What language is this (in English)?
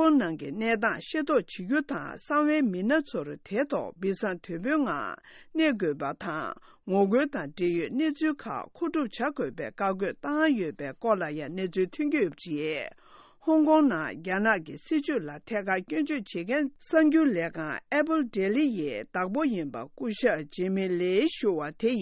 Tibetan